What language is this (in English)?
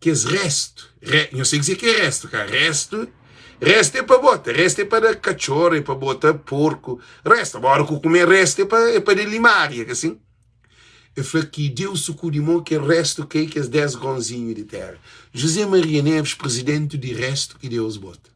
Kabuverdianu